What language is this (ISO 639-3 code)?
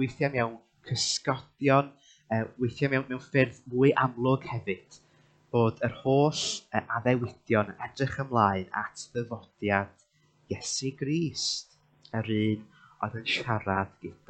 cym